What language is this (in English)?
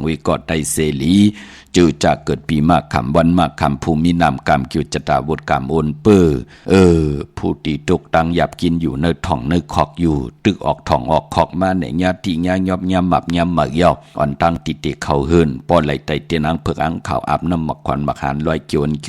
Shan